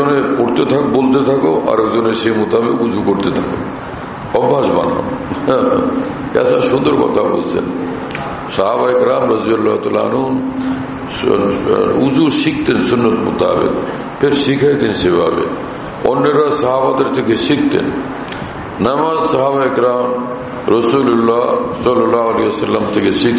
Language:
Bangla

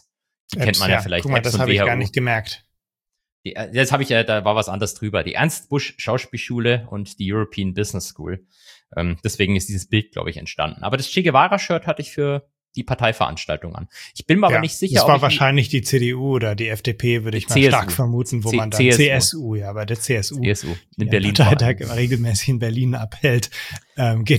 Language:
German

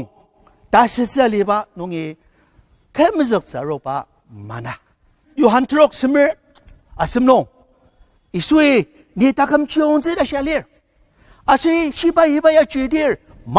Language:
Ao Naga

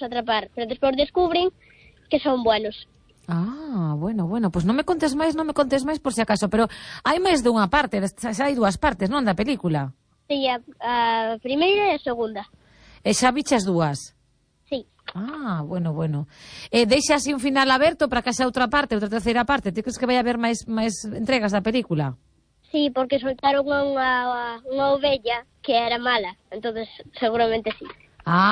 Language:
Galician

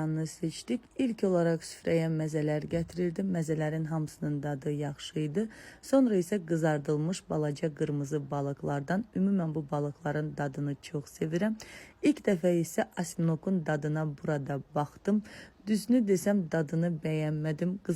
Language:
Azerbaijani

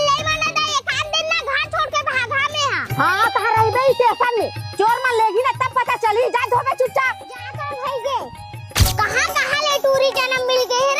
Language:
Chhattisgarhi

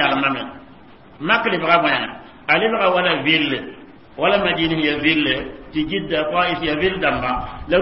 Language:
Mossi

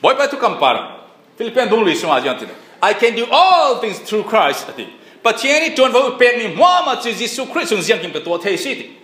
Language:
Falam Chin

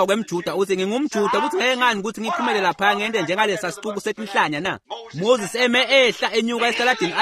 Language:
Swati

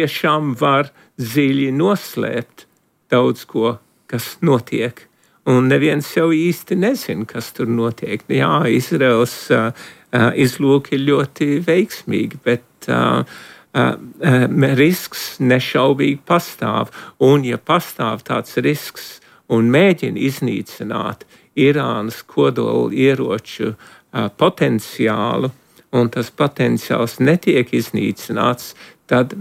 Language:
Latvian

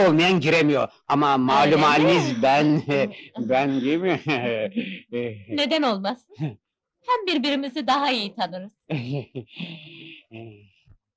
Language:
Turkish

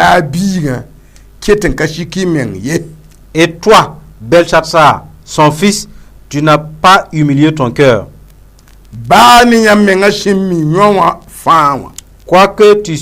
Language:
Mossi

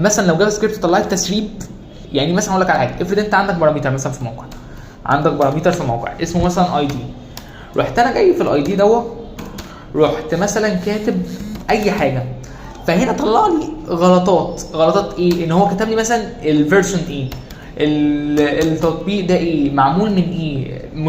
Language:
Egyptian Arabic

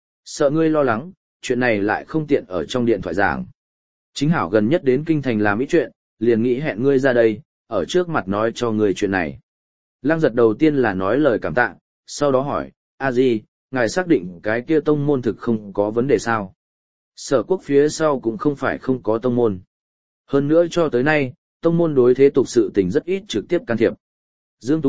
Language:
Vietnamese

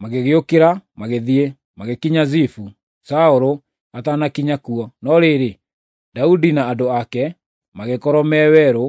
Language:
Kikuyu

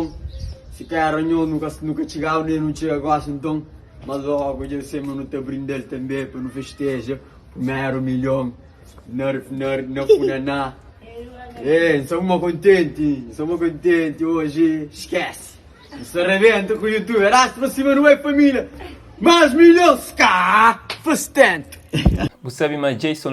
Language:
Kabuverdianu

